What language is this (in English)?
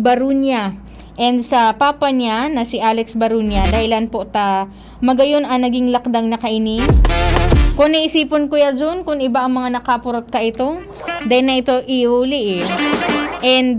Bikol